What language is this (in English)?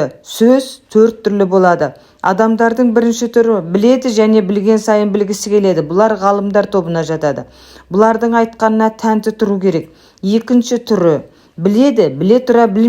Kazakh